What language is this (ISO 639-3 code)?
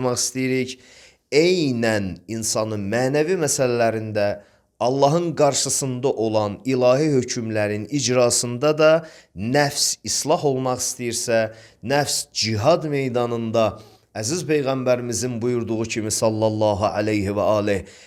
aze